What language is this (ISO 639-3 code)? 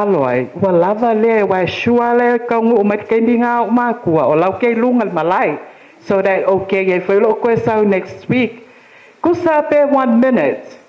smo